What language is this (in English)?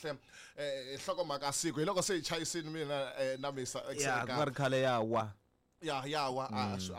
Tsonga